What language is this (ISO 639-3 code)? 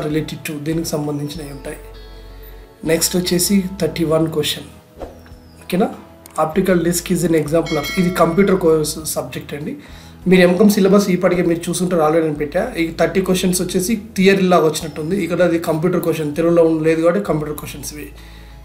tel